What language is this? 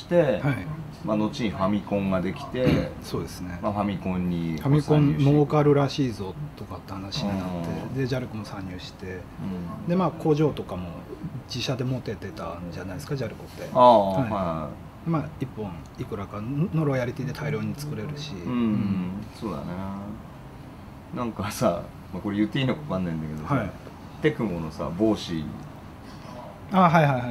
Japanese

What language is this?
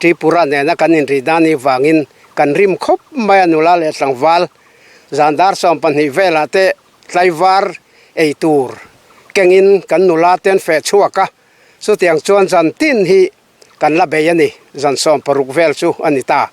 Mizo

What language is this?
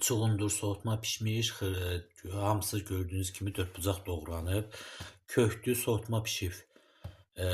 Azerbaijani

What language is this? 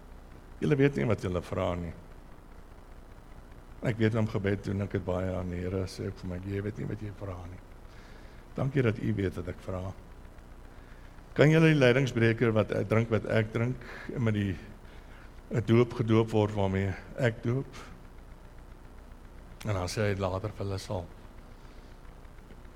Afrikaans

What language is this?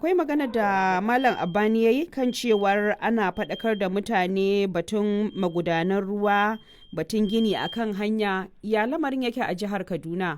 Hausa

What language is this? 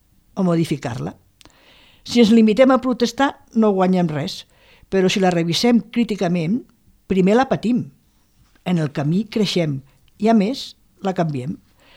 Catalan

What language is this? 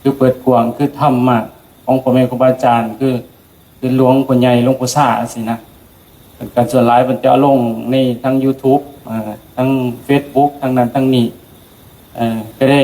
Lao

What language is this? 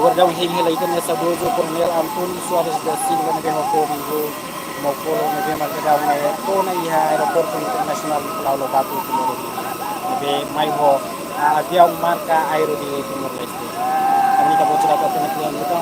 Tetum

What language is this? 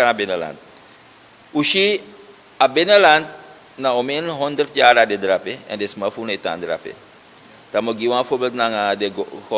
Sranan Tongo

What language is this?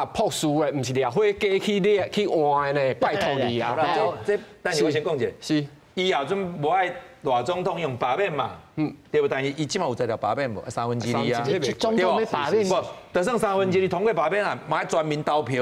Min Nan Chinese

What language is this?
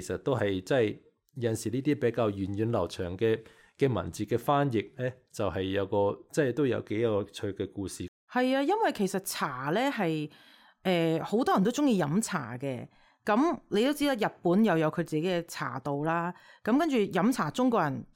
Cantonese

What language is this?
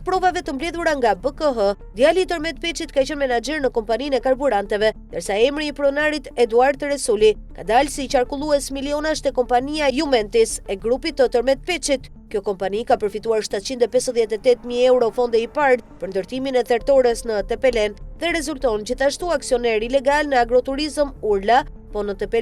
Albanian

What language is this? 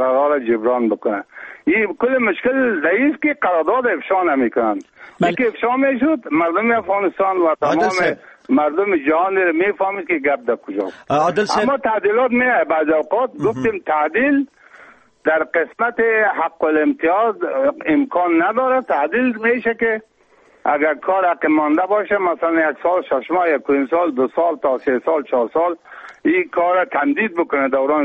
Persian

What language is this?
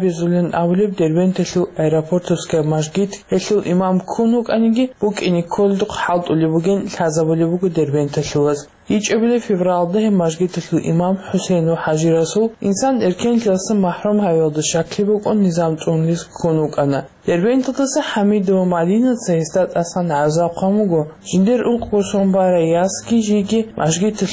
Avaric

